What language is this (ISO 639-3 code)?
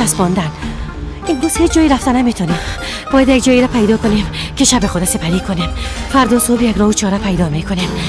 fas